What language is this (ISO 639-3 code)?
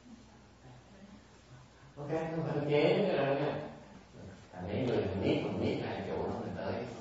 vie